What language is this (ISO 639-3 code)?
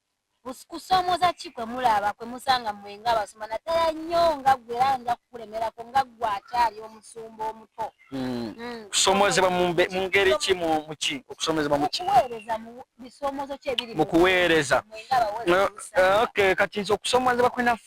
lug